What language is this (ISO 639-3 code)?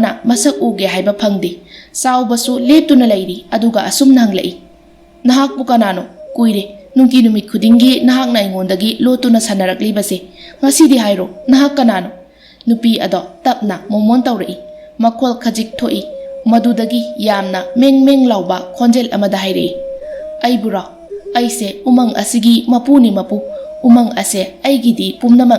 mni